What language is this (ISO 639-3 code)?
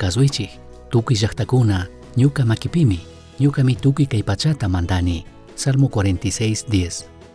qug